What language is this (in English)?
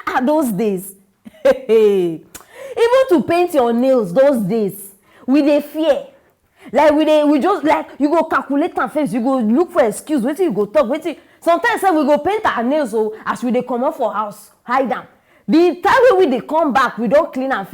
Nigerian Pidgin